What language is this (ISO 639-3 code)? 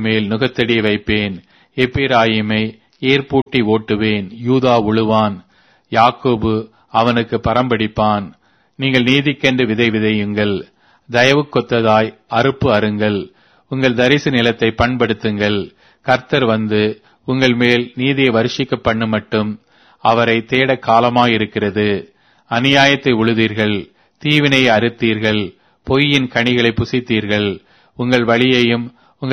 tam